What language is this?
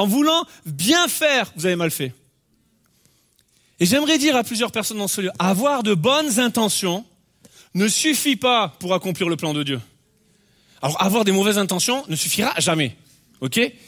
French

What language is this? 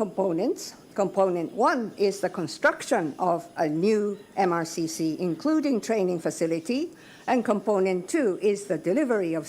Divehi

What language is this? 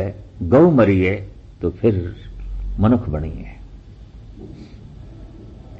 Punjabi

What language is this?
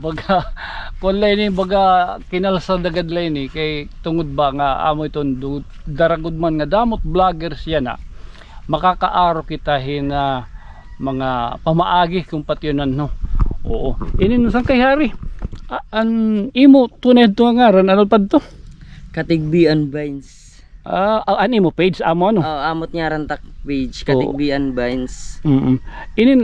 Waray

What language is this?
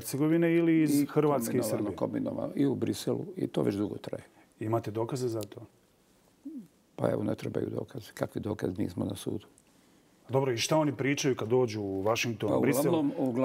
Bosnian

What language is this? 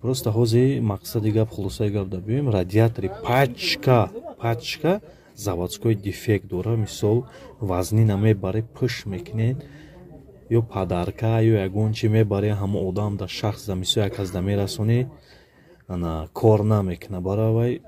Tajik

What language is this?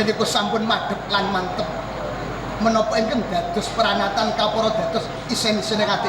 Javanese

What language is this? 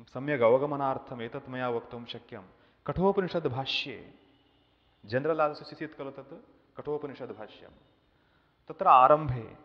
Sanskrit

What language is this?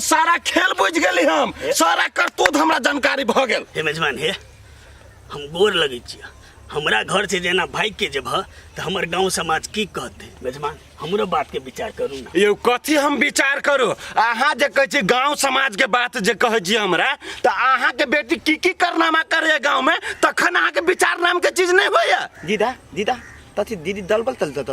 Maithili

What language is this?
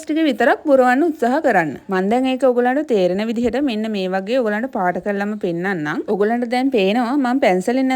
Sinhala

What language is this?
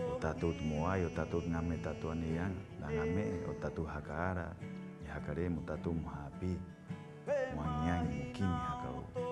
Rapanui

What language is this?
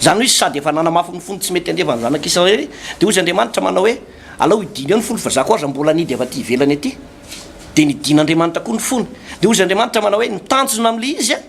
Malagasy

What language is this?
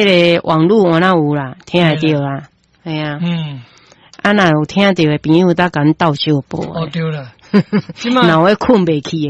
Min Nan Chinese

